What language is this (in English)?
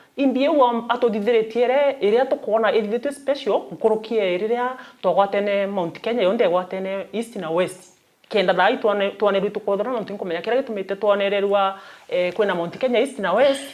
Meru